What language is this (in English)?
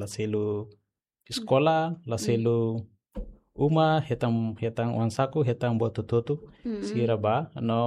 Tetum